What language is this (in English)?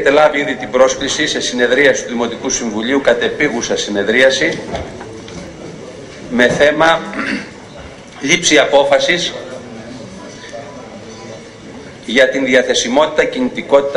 Greek